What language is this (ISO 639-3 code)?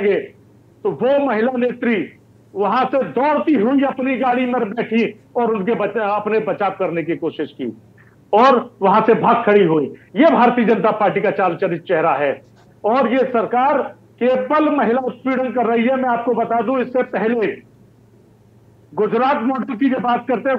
hin